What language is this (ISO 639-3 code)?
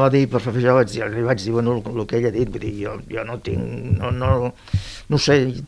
cat